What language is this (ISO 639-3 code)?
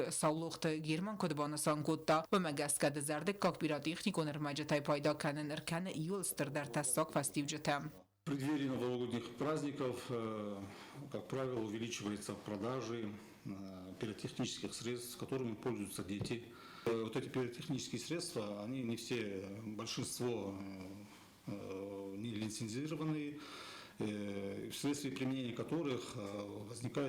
oss